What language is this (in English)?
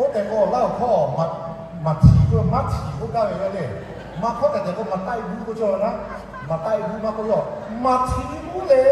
Lahu